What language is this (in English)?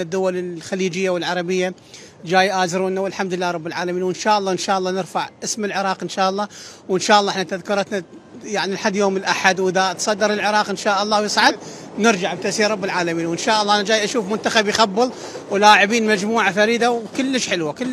Mesopotamian Arabic